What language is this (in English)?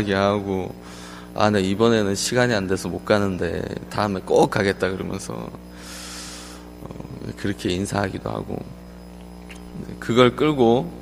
Korean